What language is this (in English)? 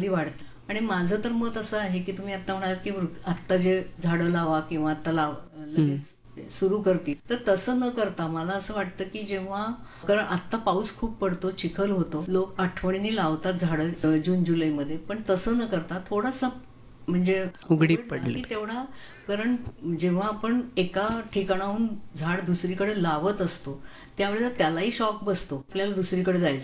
Marathi